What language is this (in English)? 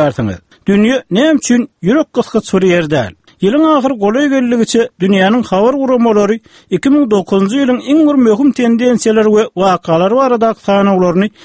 Turkmen